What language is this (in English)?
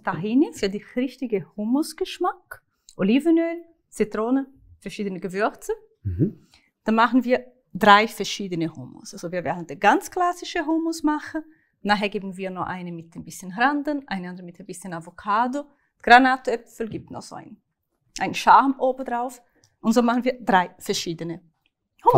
Swiss German